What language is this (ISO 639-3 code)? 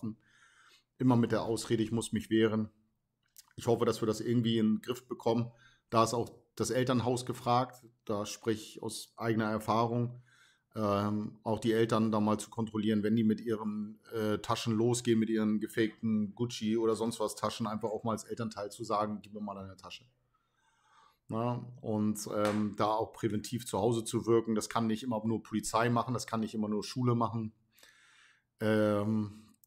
deu